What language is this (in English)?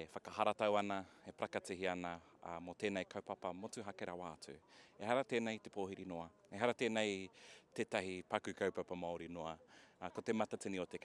Māori